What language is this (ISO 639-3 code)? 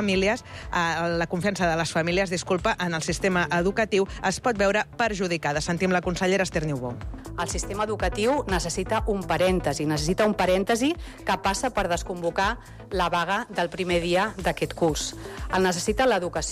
cat